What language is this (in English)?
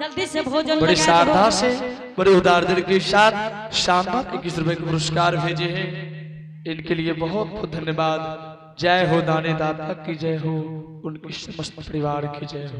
Angika